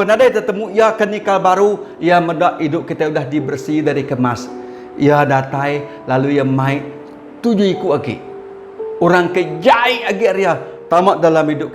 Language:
Iban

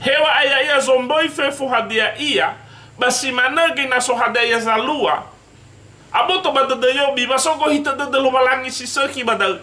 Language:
Nias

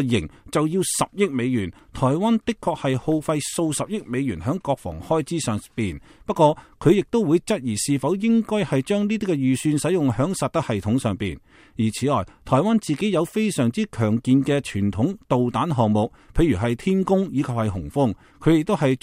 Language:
Cantonese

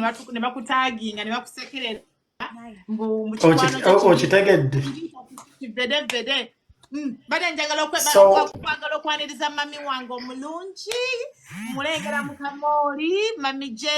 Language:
Ganda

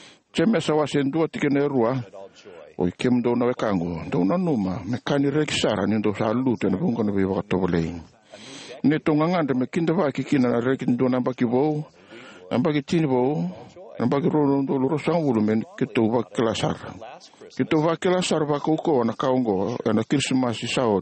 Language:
Fijian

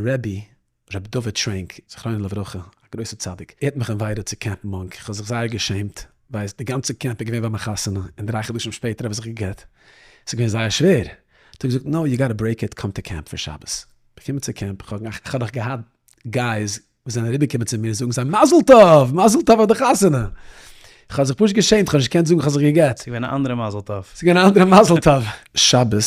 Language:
Yiddish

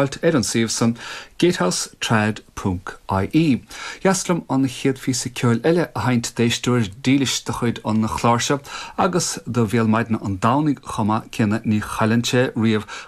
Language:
Irish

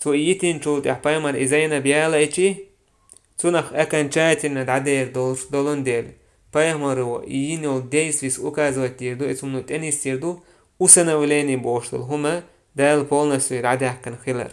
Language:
Chechen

